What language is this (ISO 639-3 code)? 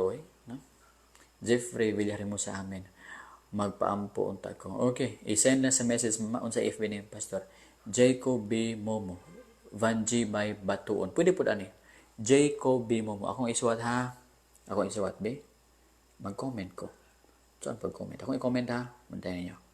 ceb